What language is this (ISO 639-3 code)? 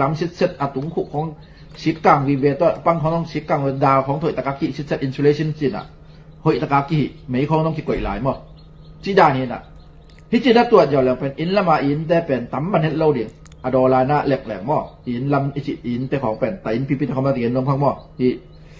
ctd